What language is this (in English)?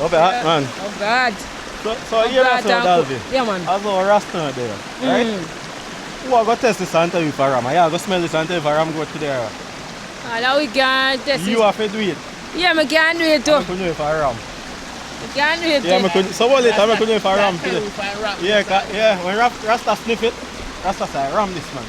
Jamaican Creole English